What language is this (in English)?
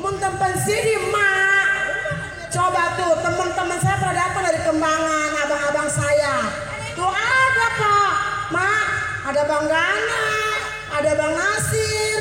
Betawi